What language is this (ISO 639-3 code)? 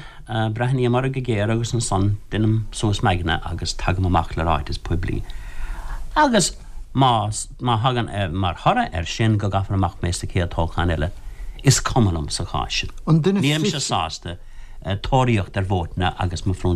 gle